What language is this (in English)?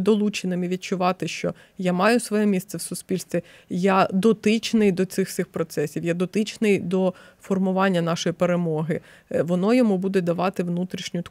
Ukrainian